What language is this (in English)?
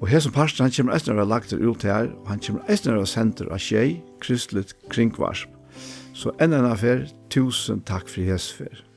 Faroese